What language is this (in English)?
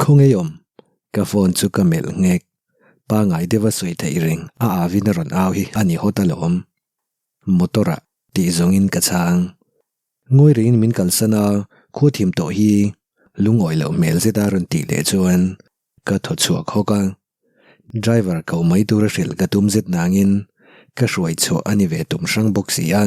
Mizo